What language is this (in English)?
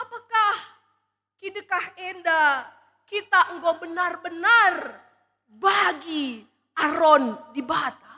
Batak Karo